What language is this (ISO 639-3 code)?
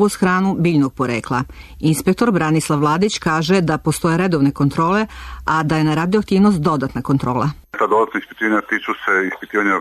srp